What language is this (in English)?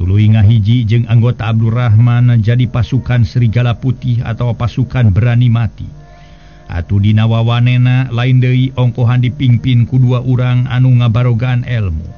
Sundanese